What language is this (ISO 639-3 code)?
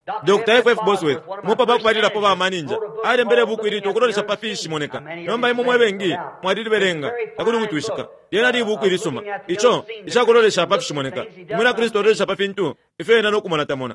bem